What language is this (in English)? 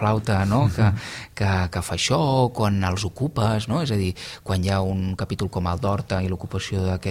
Catalan